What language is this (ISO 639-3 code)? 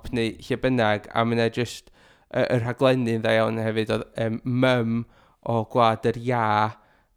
cym